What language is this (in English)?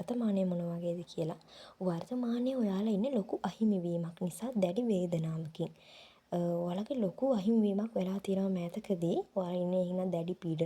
Sinhala